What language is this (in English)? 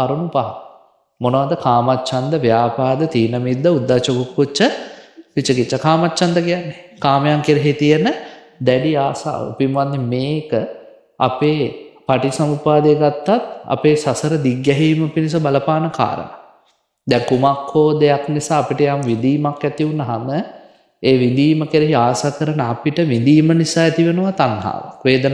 Sinhala